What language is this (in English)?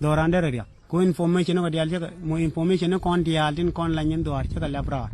Nuer